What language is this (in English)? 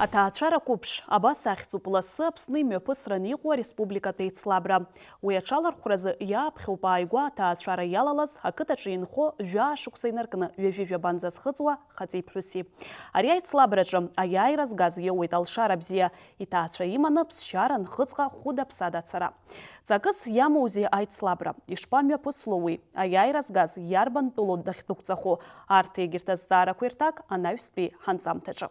Abkhazian